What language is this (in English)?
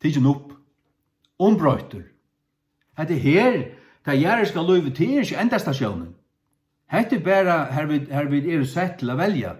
Faroese